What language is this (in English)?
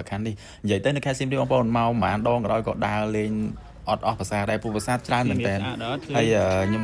Khmer